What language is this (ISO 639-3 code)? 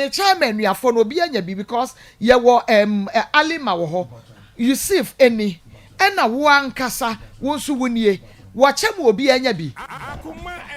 aka